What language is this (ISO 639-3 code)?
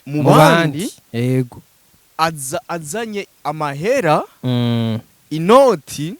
run